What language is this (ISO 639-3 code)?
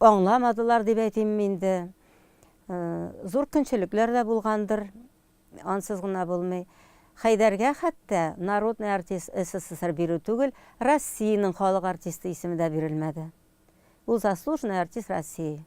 tat